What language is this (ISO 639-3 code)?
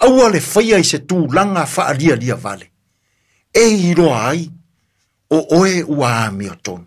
smo